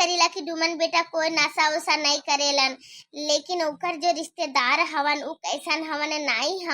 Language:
Bhojpuri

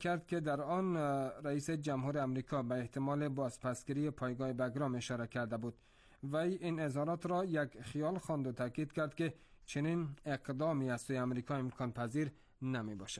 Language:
Persian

